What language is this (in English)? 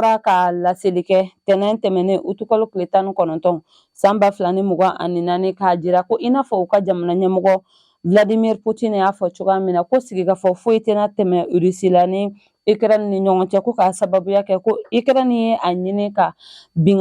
Bambara